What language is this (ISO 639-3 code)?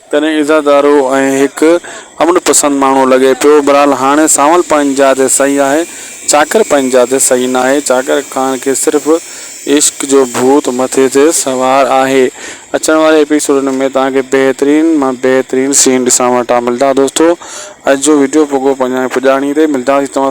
snd